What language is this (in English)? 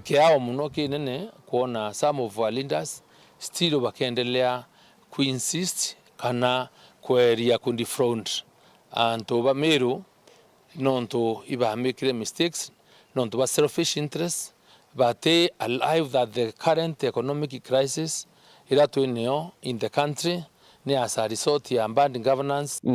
Meru